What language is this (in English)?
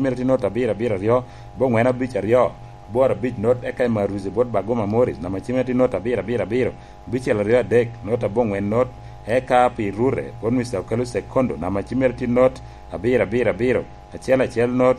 Lango (Uganda)